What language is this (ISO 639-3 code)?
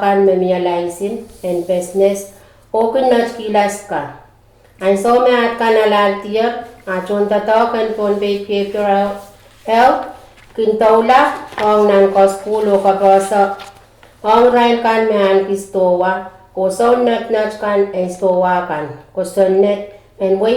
pon